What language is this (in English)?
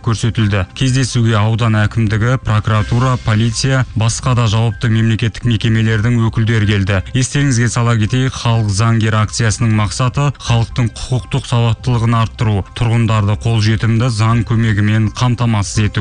Kazakh